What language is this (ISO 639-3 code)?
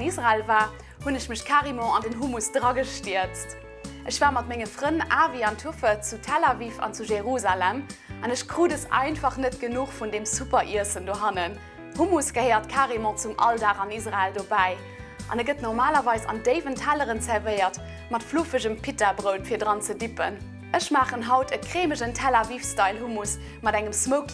ltz